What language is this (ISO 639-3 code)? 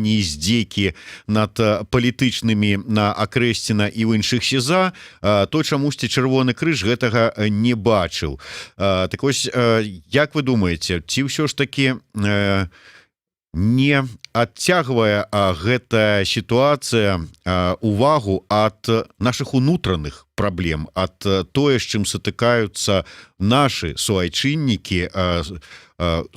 bel